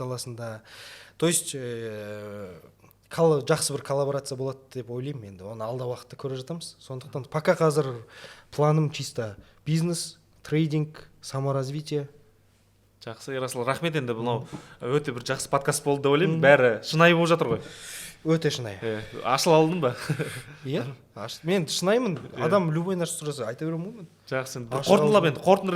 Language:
Kazakh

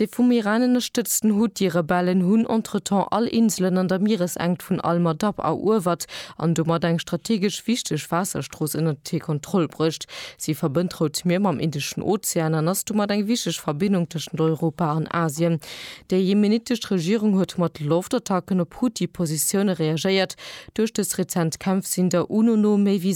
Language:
Luxembourgish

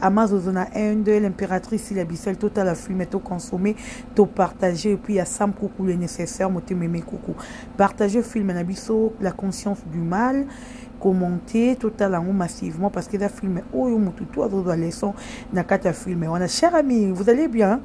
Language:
Lingala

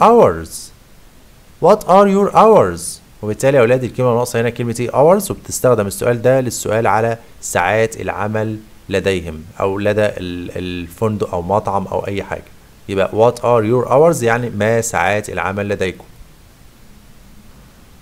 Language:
Egyptian Arabic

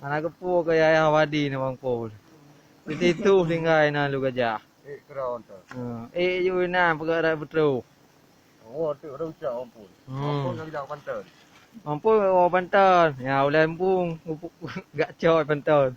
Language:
Achinese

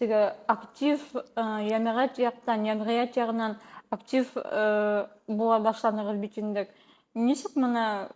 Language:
Bashkir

